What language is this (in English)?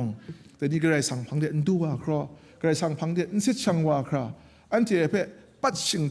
Kachin